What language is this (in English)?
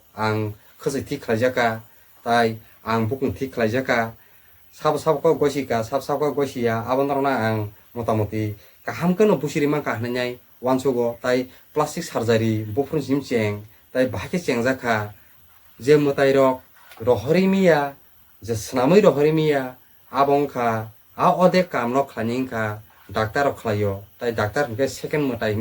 Kok Borok